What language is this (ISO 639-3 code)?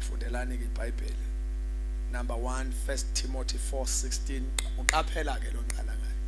zul